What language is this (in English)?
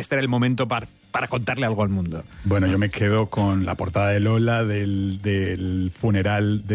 Spanish